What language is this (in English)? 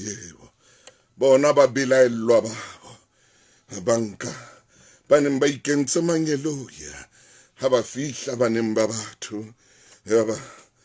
Southern Sotho